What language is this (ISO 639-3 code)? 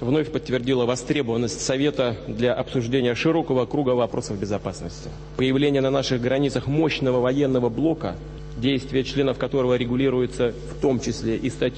rus